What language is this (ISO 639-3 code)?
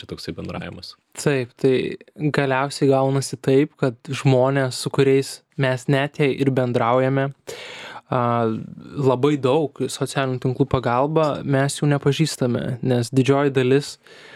lit